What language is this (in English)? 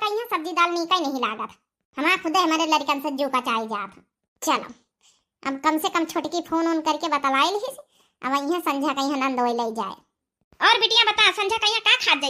Awadhi